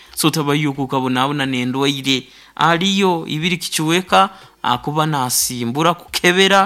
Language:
Nyoro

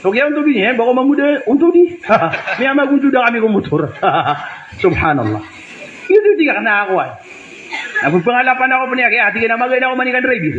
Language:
Maranao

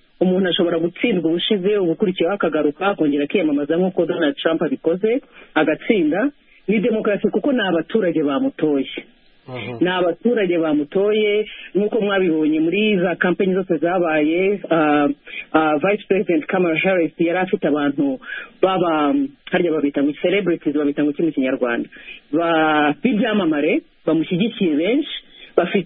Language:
Kinyarwanda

